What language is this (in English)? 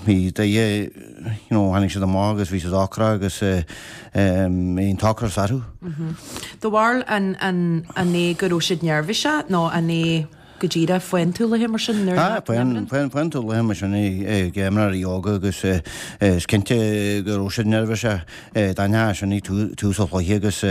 Irish